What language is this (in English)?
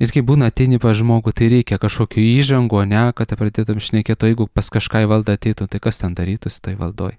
Lithuanian